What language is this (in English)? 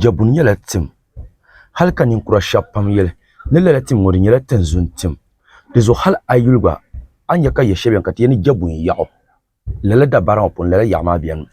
Dagbani